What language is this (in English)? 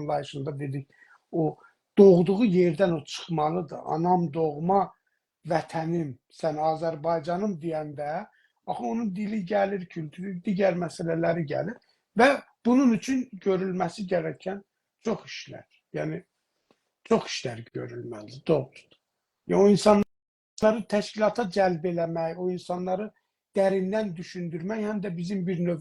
South Azerbaijani